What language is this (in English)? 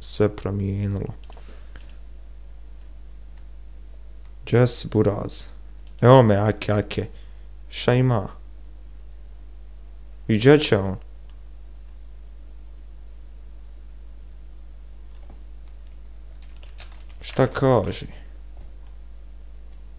Bosnian